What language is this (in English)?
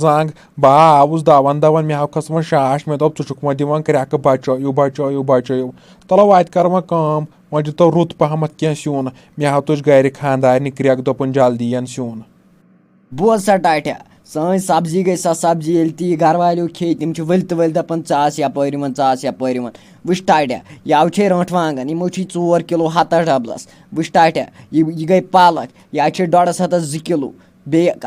Kashmiri